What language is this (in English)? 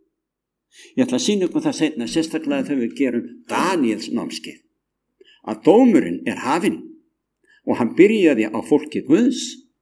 Icelandic